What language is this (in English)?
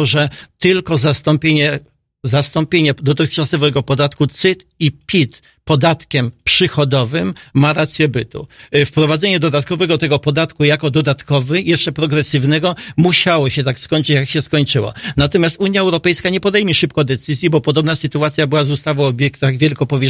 Polish